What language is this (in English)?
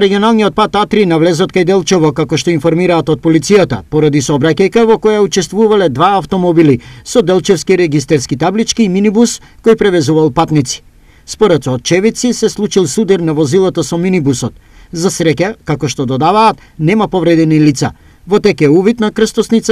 Macedonian